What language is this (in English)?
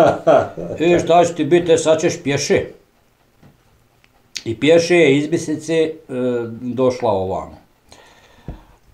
Bosnian